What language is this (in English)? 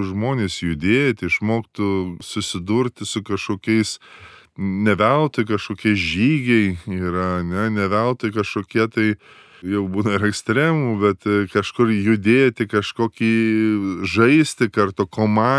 Lithuanian